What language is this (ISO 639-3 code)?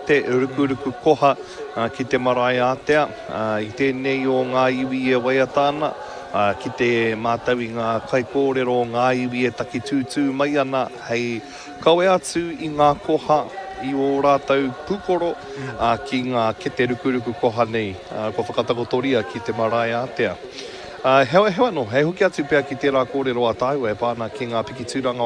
mri